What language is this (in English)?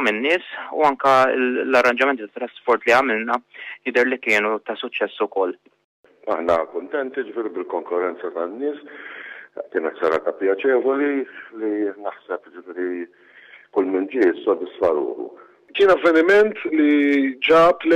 Maltese